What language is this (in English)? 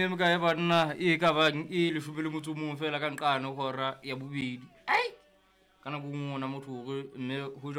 Southern Sotho